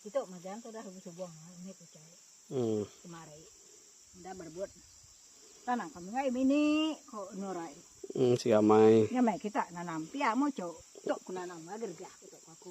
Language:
Iban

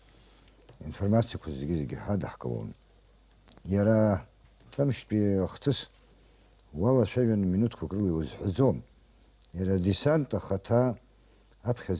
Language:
Abkhazian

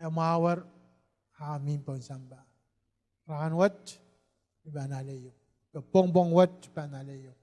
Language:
Pohnpeian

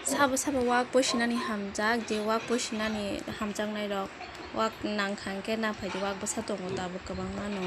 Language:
Kok Borok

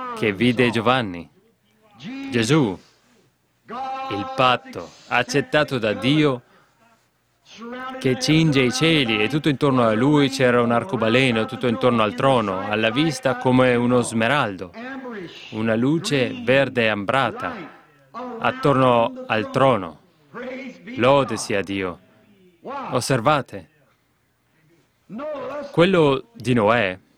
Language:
Italian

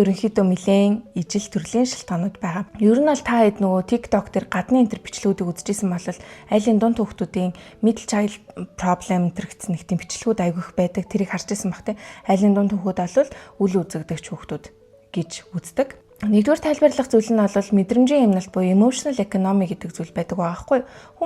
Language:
Mongolian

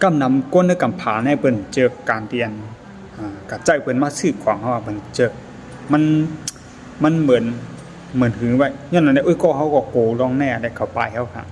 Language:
Shan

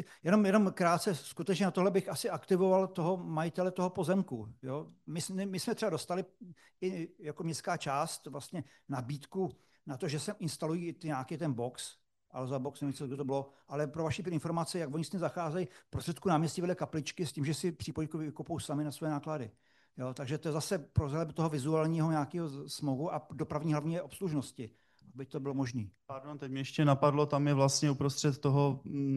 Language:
Czech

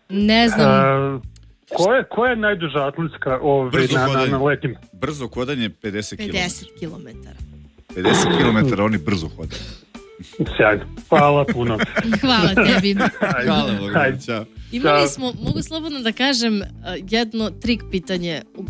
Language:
Serbian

